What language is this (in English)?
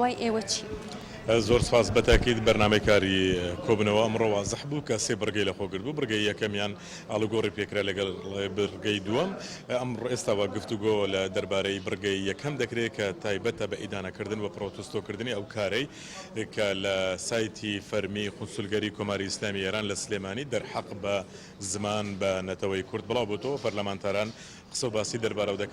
Central Kurdish